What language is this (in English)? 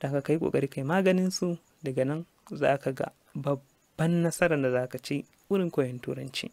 Hausa